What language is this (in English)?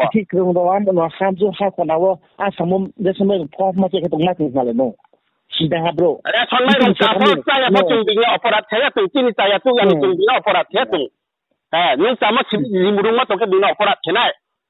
Riang (India)